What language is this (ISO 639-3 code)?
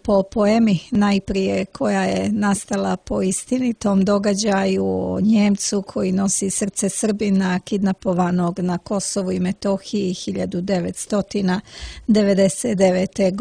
srp